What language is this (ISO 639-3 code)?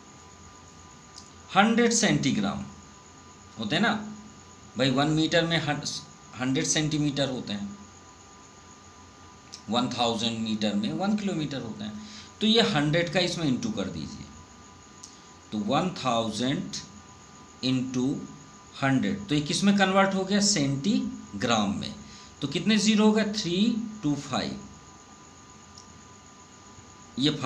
hin